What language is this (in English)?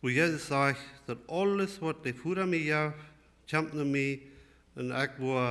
Plautdietsch